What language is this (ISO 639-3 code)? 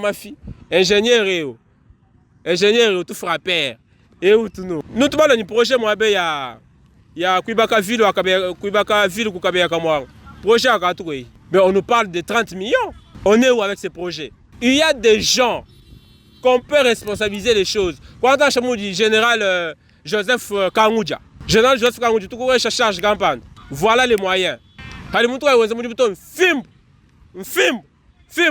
lua